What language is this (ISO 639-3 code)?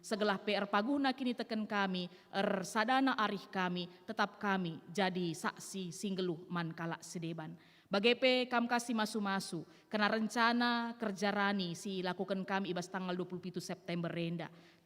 btx